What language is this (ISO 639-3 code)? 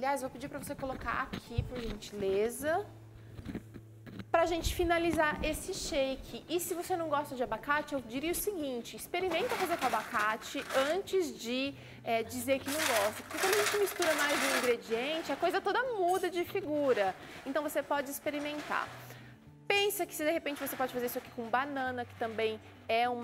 por